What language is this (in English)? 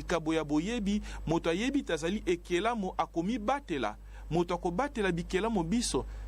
Lingala